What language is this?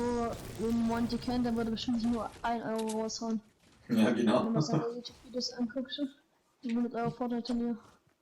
Bavarian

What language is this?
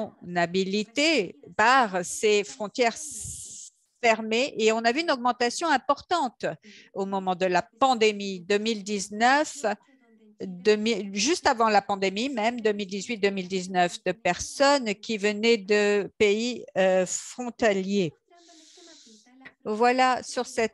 French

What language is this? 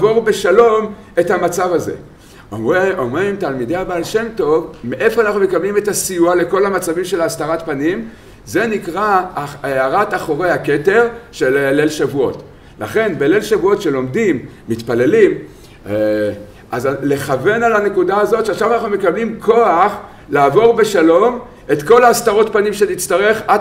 Hebrew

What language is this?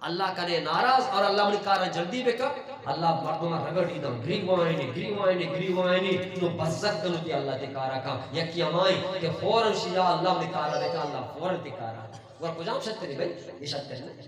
Eastern Balochi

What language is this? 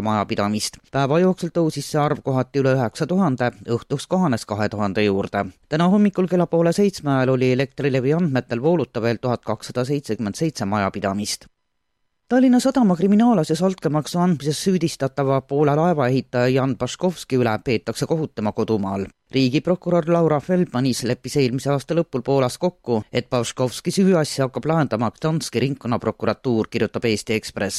Estonian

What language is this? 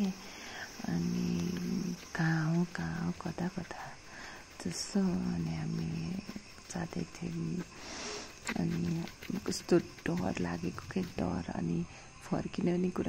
Nepali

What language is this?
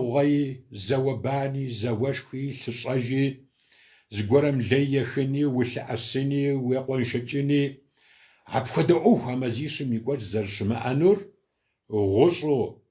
Kabardian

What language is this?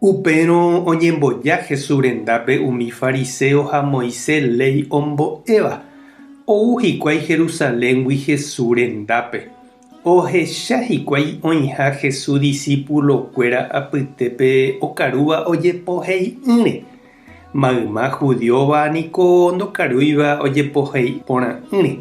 Guarani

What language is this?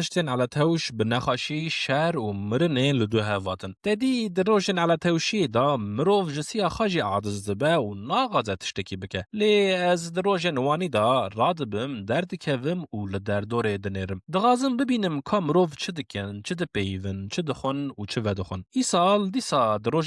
Kurdish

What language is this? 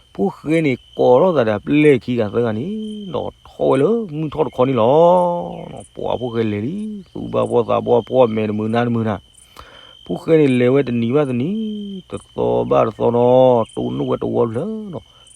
S'gaw Karen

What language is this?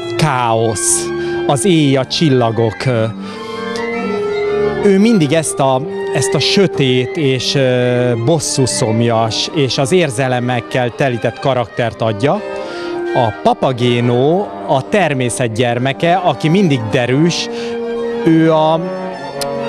Hungarian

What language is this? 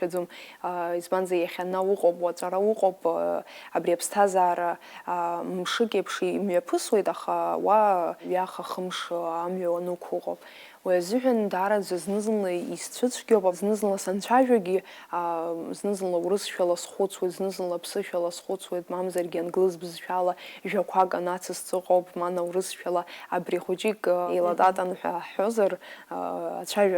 Abkhazian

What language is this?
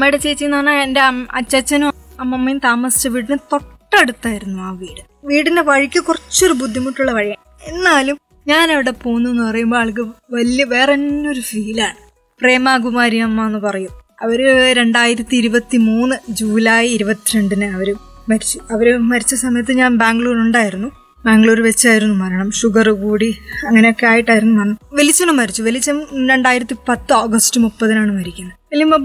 Malayalam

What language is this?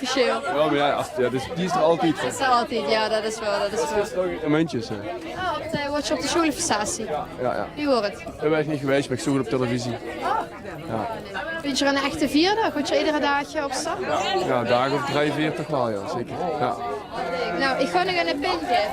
Limburgish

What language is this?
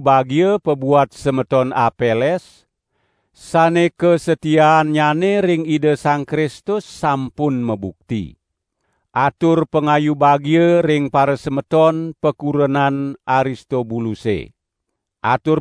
Balinese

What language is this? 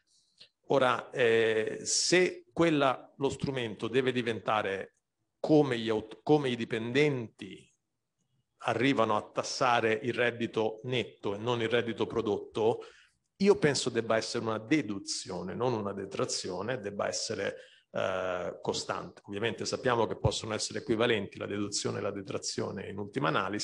Italian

